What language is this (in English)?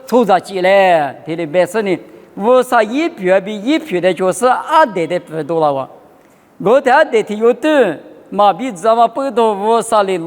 Lisu